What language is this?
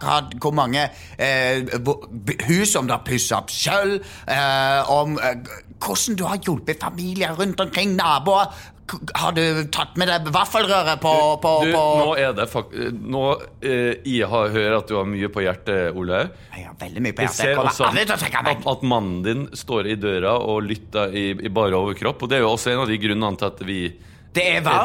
Norwegian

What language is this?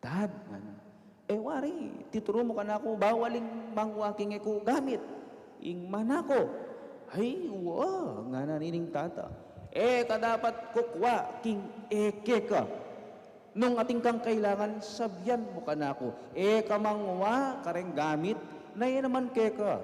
Pampanga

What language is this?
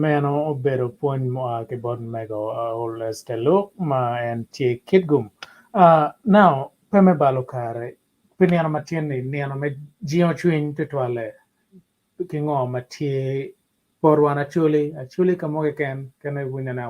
Acoli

